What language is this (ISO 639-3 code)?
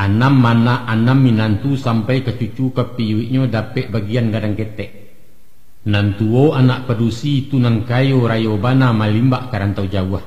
min